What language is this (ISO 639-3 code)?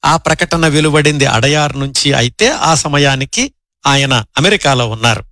tel